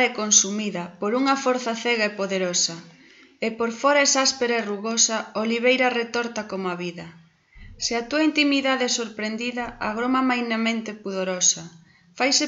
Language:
Galician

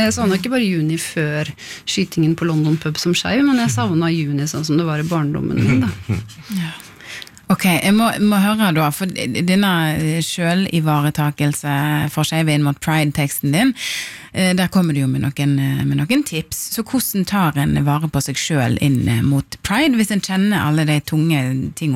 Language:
Norwegian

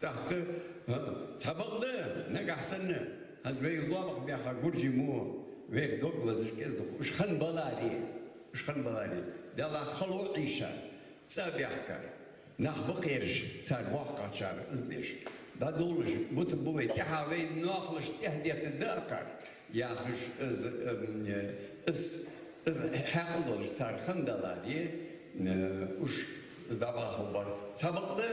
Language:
Ingush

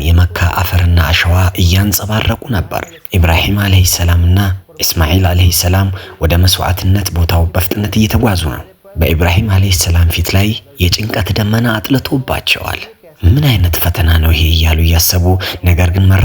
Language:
Amharic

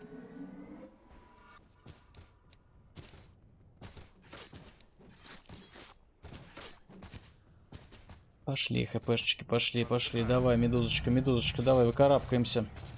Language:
Russian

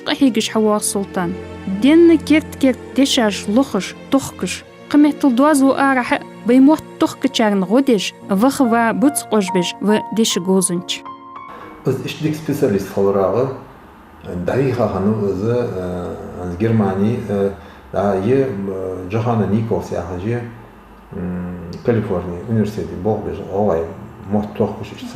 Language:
Ingush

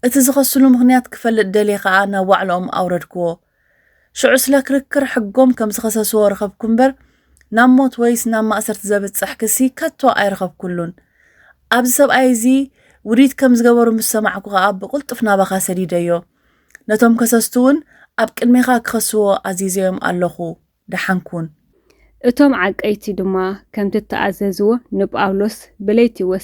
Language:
Tigrinya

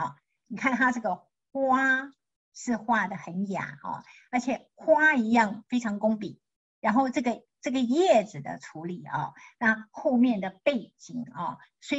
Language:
Chinese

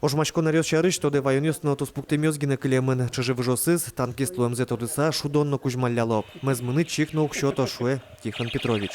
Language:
Udmurt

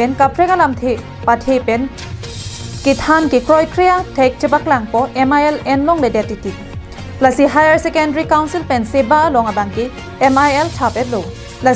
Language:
Karbi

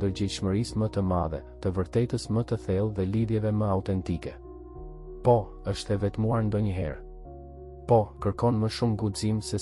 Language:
Albanian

